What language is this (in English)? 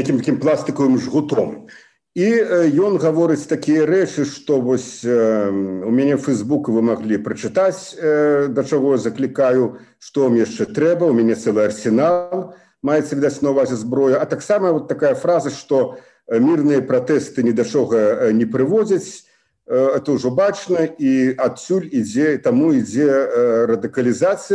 Belarusian